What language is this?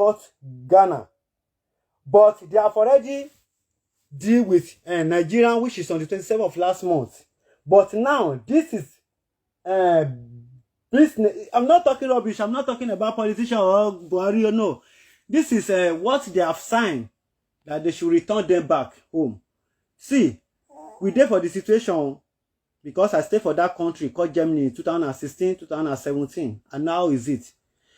Nigerian Pidgin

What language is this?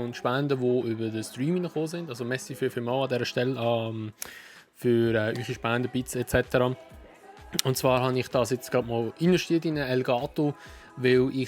Swiss German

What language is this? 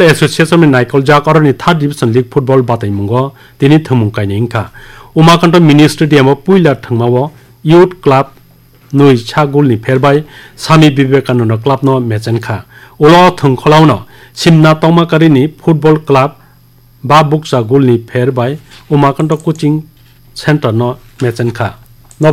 Kok Borok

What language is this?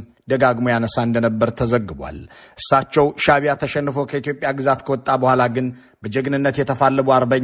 Amharic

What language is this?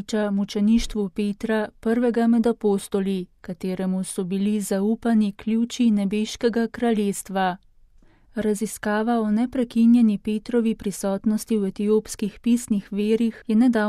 Slovenian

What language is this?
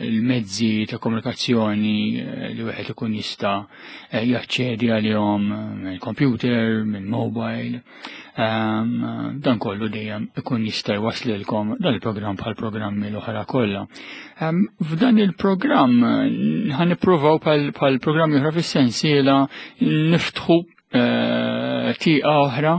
Maltese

